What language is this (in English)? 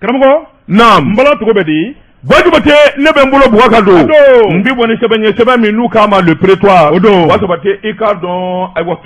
Bambara